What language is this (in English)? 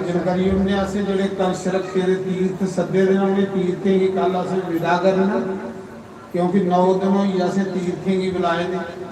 Dogri